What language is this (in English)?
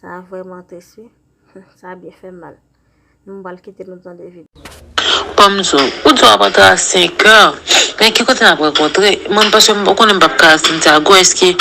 Haitian Creole